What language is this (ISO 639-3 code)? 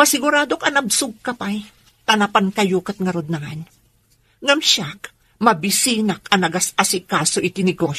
ilo